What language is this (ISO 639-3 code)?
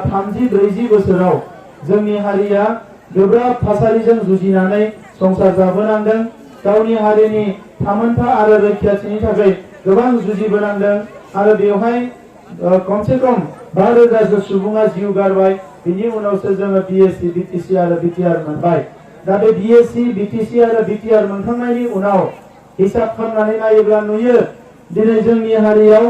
brx